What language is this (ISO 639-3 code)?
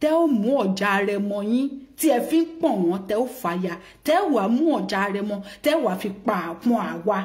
yor